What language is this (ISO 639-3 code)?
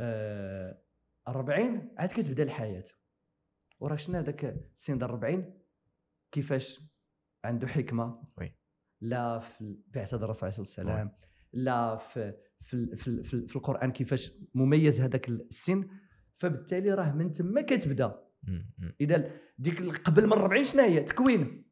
ary